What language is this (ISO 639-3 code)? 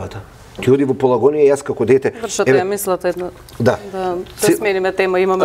mkd